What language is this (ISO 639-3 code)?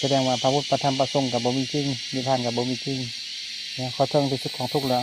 lao